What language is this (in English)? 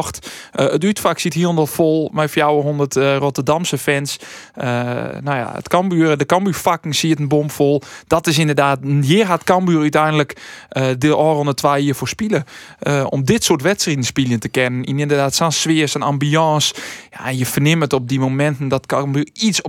Western Frisian